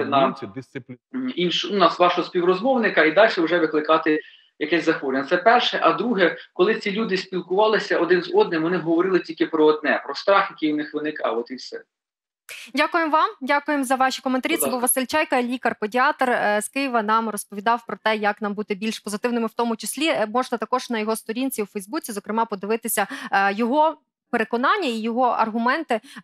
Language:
Ukrainian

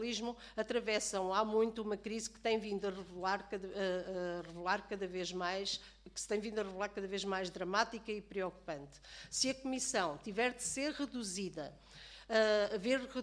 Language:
Portuguese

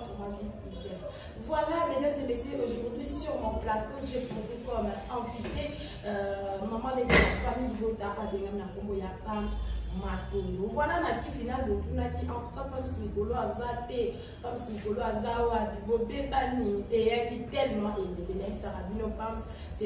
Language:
Lingala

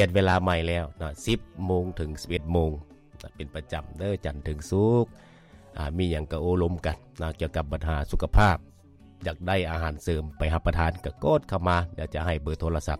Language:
Lao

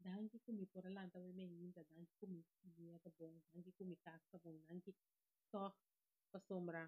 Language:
Papiamento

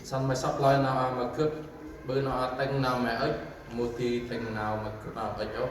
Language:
Central Mnong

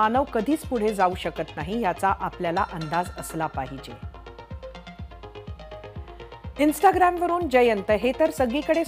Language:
Marathi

